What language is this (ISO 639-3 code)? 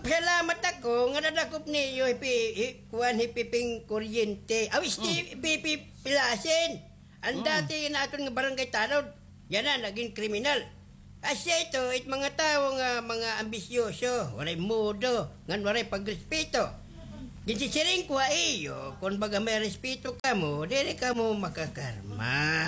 war